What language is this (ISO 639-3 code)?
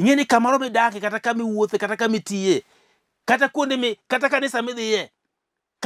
luo